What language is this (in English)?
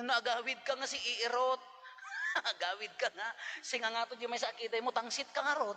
Iloko